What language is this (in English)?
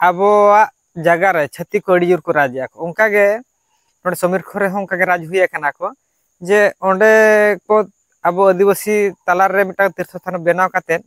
Santali